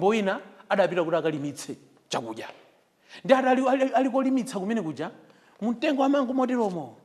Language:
Nyanja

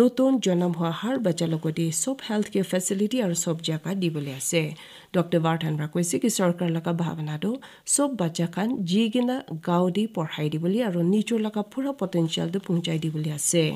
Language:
Naga Pidgin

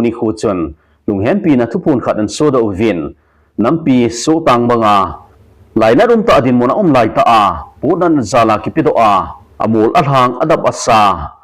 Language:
Thado Chin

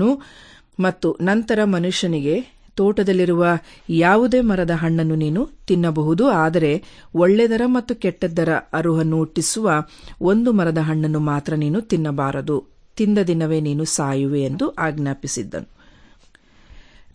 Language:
Kannada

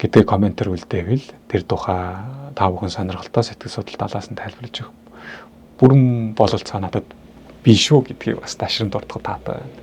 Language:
Mongolian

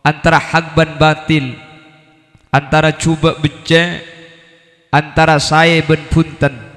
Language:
Madurese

